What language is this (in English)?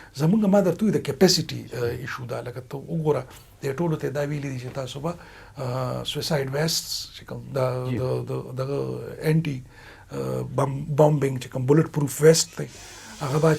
Pashto